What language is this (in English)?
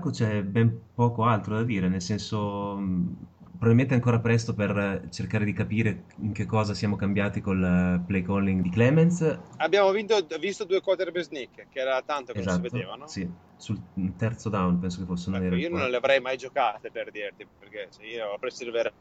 Italian